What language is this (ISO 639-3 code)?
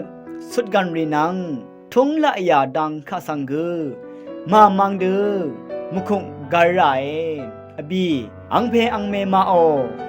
raw